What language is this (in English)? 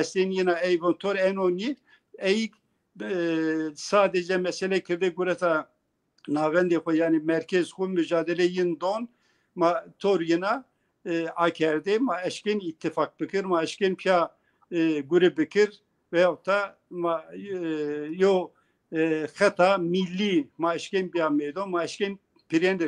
Zaza